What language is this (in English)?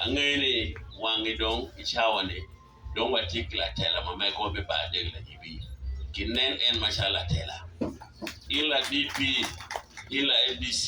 Acoli